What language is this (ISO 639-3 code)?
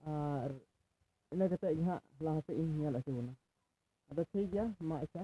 sat